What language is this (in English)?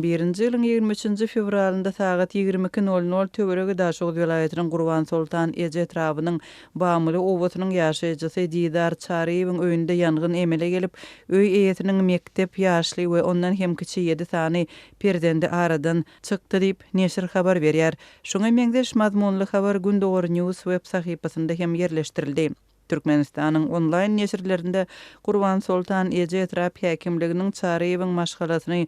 Turkmen